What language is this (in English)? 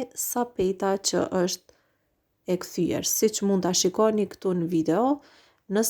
Albanian